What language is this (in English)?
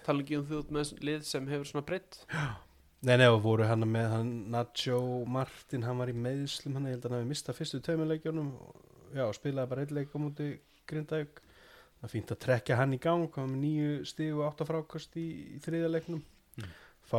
Icelandic